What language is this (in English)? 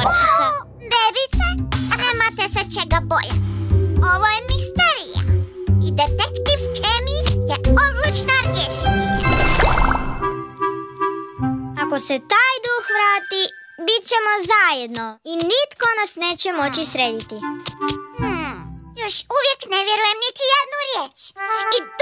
Croatian